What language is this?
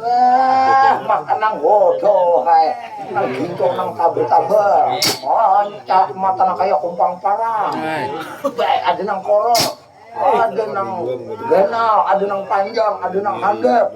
Banjar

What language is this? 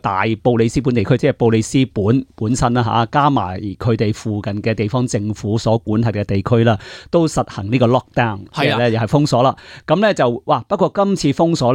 Cantonese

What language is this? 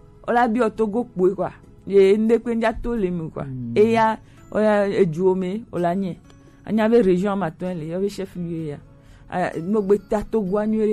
Gen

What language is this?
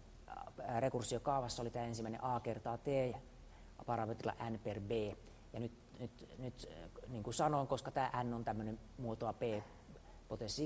Finnish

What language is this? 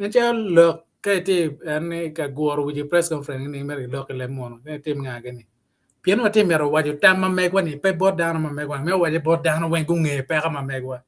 Acoli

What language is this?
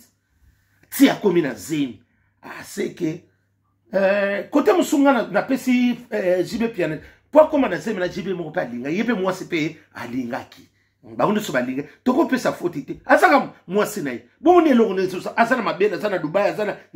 Lingala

